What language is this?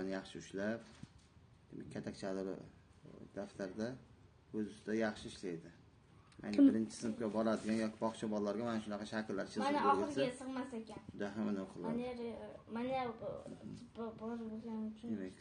Uzbek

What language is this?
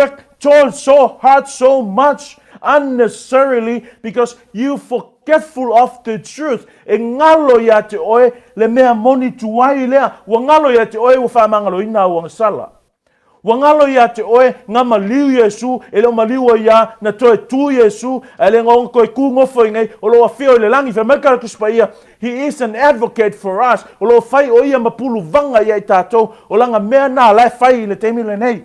Samoan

